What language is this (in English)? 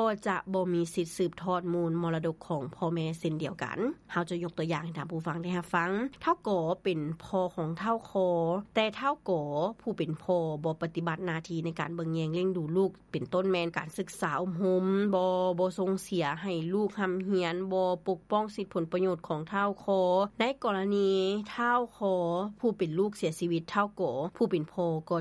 Lao